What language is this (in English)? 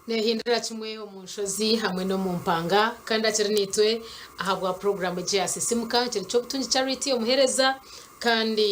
Nyankole